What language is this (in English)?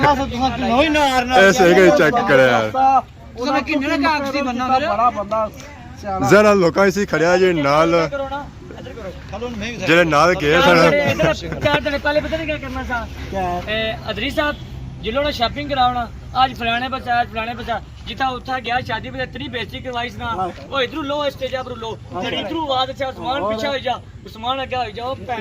Pahari-Potwari